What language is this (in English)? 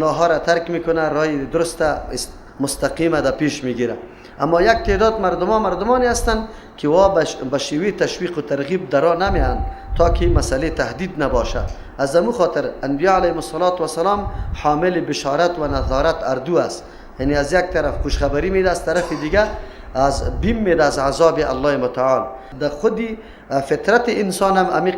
Persian